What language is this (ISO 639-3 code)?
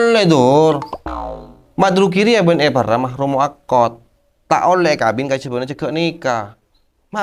mad